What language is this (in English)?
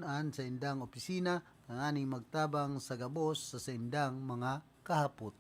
Bikol